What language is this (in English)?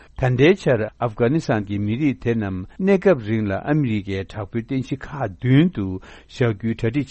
Tibetan